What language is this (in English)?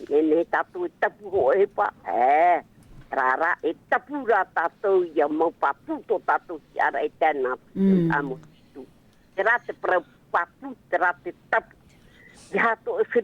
Tahitian